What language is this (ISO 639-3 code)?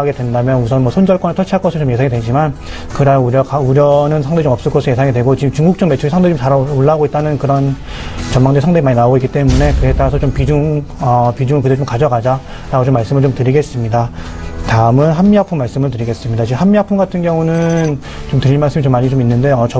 kor